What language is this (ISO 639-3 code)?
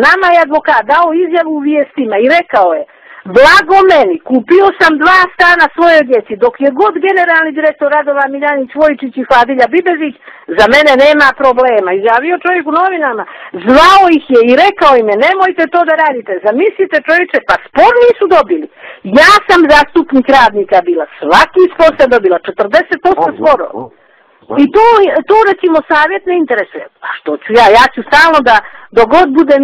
bos